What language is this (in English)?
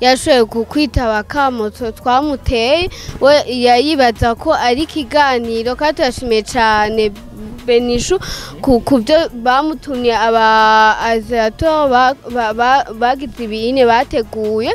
Rundi